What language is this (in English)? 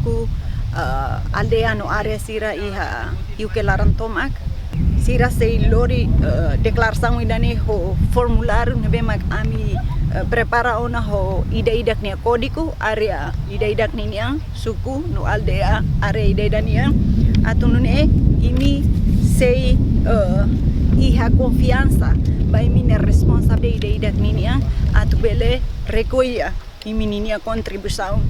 Tetum